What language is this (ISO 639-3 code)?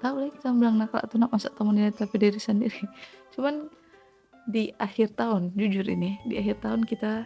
xmm